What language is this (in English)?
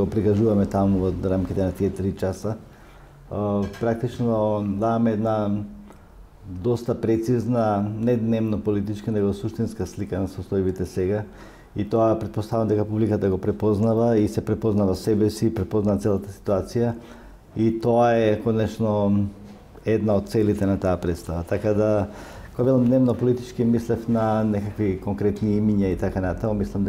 Macedonian